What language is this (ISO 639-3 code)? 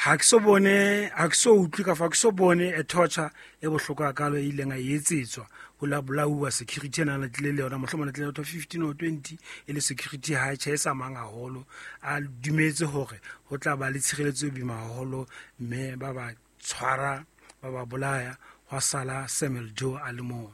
sot